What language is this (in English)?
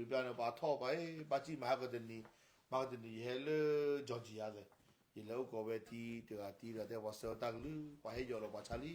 S'gaw Karen